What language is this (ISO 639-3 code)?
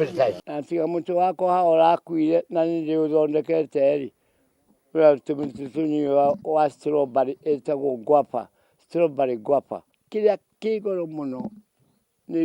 kik